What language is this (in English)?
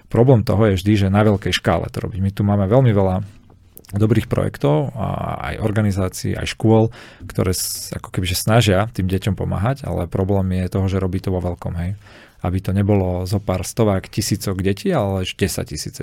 Slovak